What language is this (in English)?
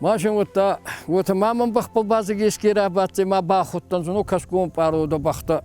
Ossetic